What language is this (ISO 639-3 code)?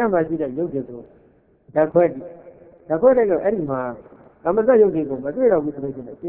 mya